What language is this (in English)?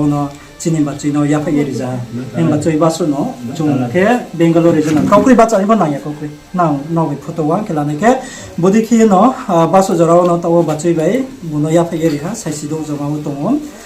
Riang (India)